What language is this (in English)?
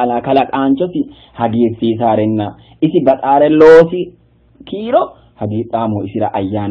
Sidamo